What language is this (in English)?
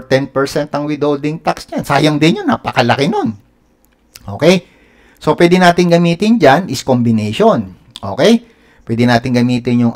Filipino